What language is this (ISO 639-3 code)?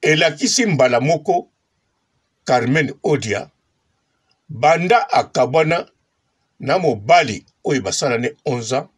lin